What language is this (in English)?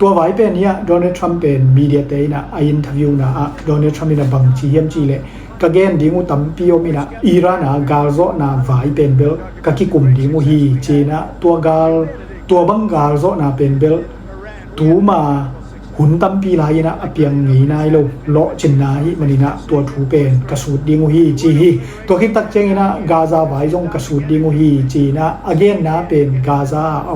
Tedim Chin